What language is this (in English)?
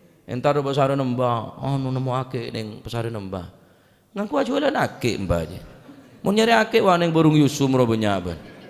Madurese